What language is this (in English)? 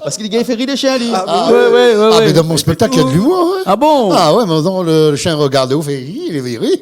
Réunion Creole French